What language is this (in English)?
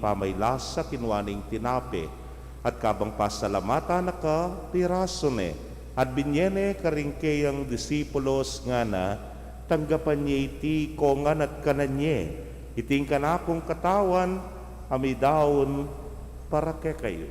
Pampanga